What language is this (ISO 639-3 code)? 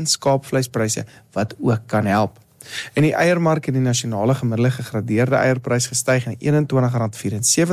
afr